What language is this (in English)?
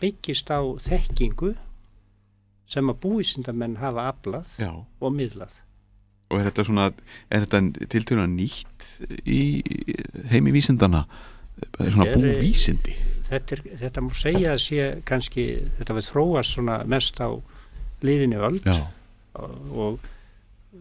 Icelandic